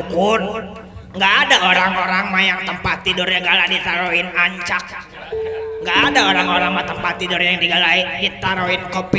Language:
Betawi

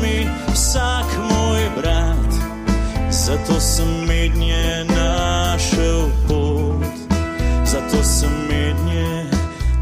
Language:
Slovenian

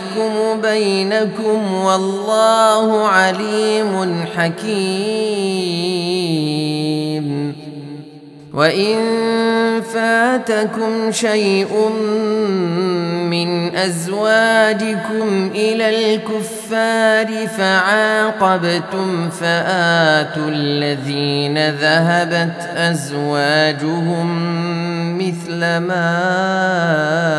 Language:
Arabic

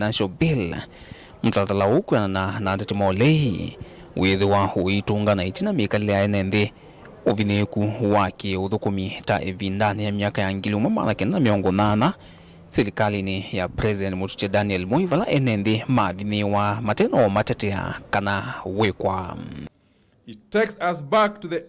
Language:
Kamba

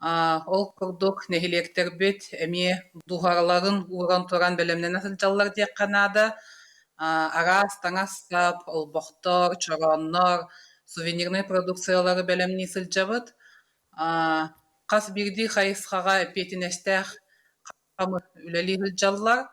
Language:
Yakut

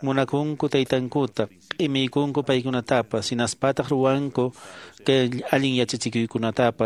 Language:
Quechua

